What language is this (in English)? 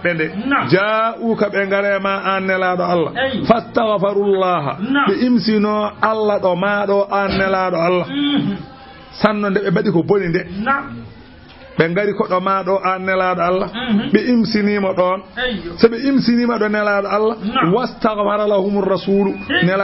Fula